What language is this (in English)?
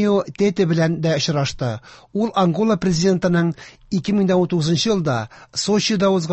Tatar